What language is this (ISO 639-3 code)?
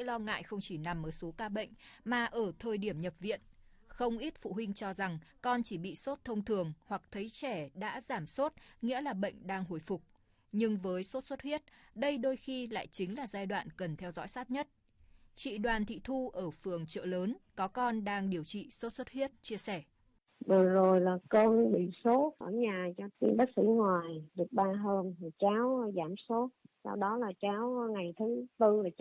vie